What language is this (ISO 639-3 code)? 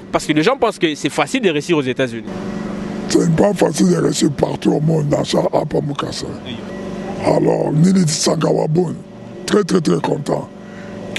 lua